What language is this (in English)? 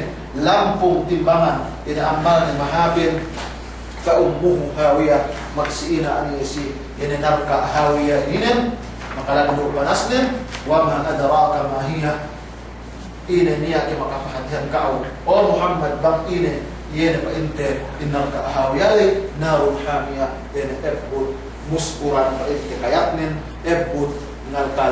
Yakan